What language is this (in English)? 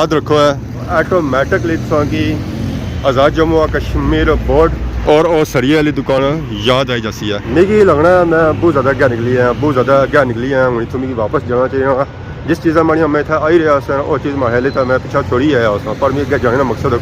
Pahari-Potwari